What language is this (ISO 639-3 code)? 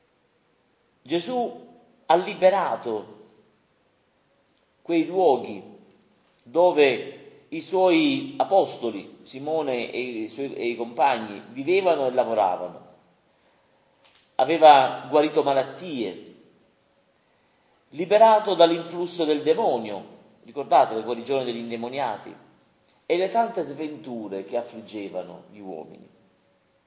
ita